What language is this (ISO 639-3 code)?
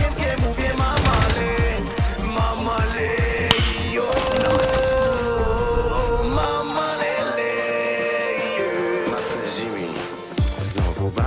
pol